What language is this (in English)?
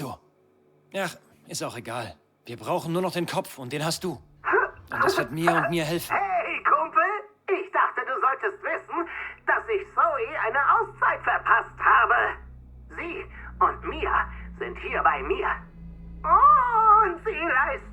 Bavarian